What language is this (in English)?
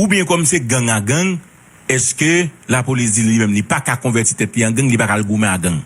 Haitian Creole